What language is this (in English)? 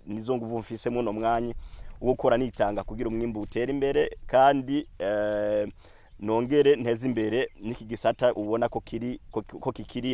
Rundi